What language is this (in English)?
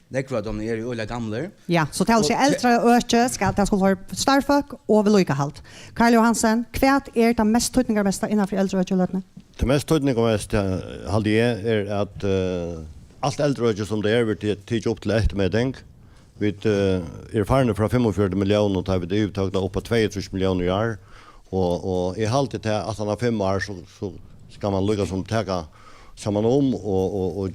Faroese